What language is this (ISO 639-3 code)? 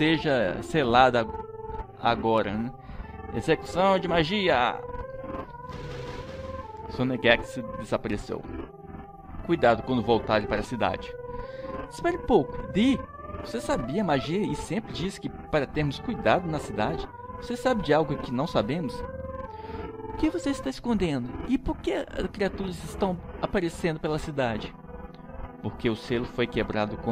por